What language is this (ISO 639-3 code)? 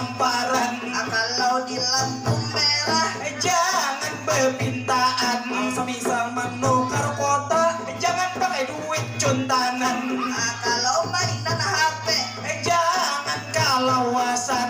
bjn